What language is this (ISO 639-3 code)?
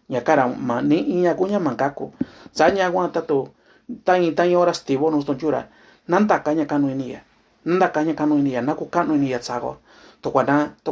mix